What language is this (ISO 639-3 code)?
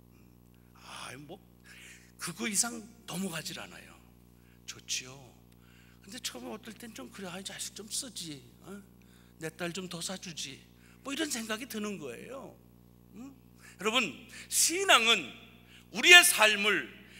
kor